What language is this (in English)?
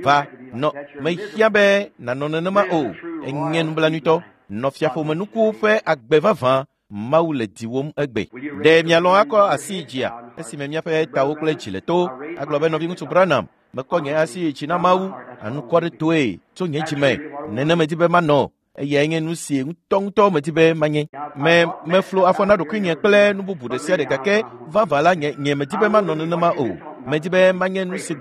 Ewe